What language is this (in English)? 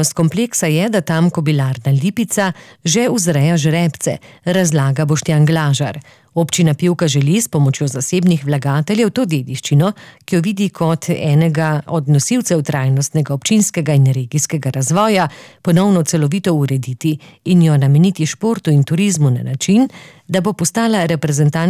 Slovenian